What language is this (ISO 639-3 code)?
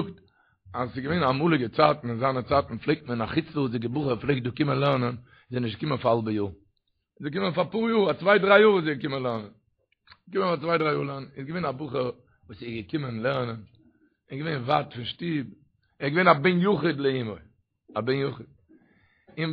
yid